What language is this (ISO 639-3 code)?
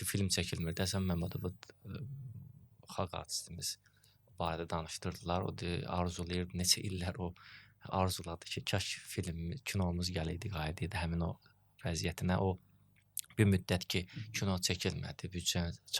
aze